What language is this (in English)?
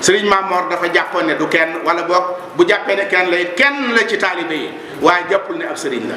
Wolof